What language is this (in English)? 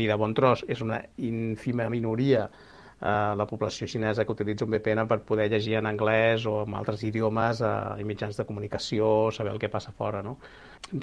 Catalan